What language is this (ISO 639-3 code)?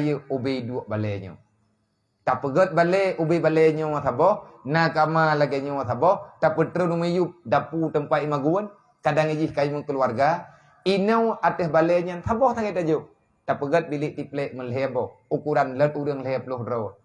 ace